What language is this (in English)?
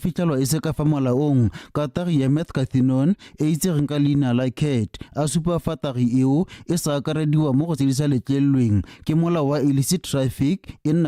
Tswana